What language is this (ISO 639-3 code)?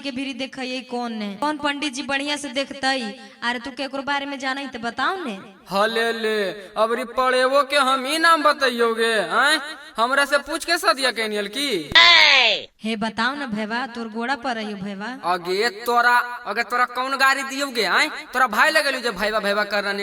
mag